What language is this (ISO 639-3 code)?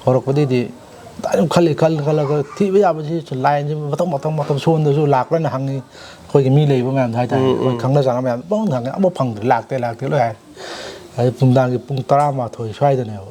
mni